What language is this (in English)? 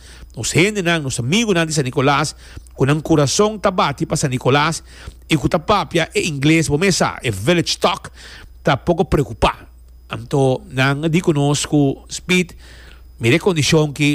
Papiamento